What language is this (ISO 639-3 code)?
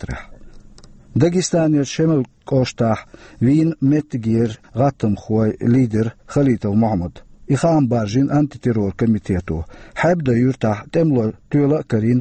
che